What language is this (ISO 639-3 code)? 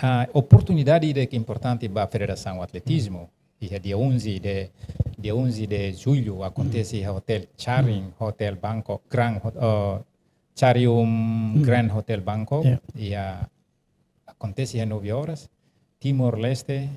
tet